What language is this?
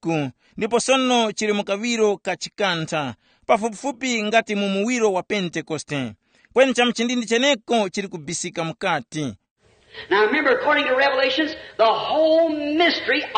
Tumbuka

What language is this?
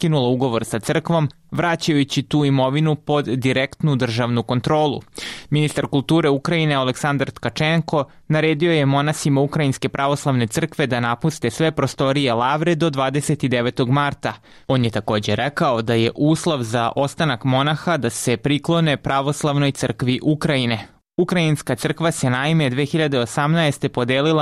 Serbian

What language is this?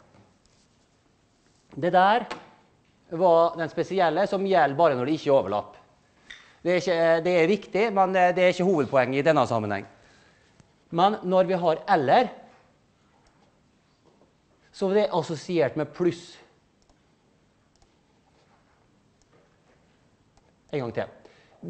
Norwegian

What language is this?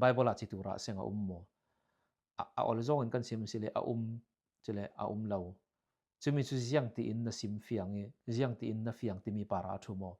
Falam Chin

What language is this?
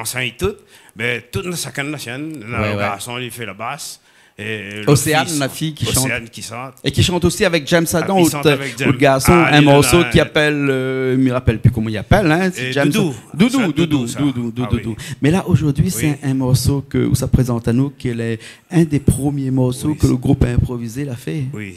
Réunion Creole French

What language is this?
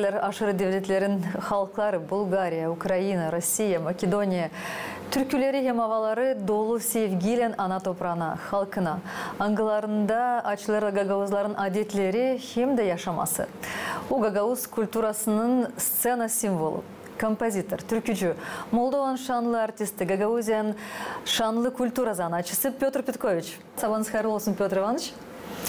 Gagauz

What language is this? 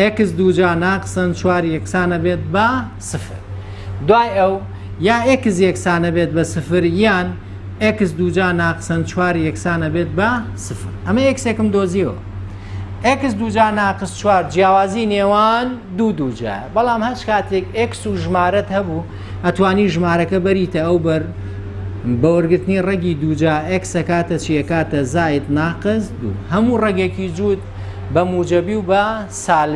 Central Kurdish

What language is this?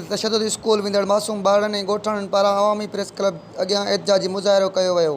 Sindhi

